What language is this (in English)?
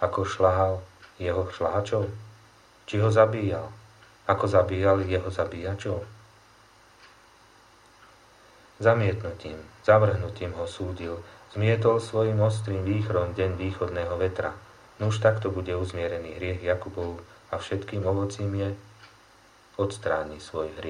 Slovak